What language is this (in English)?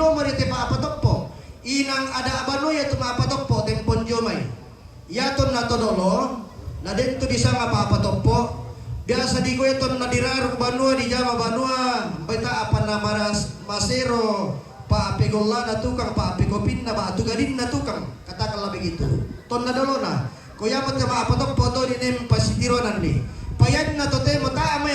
Toraja-Sa'dan